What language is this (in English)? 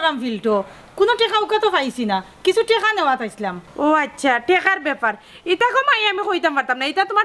Sylheti